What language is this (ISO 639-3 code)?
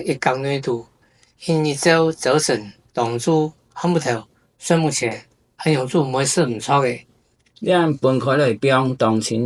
hak